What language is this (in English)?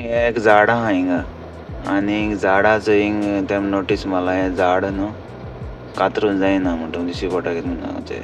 Konkani